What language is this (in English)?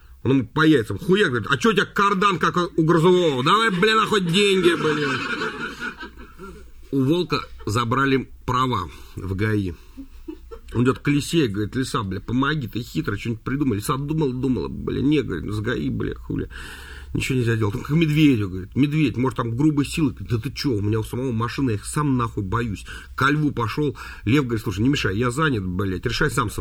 Russian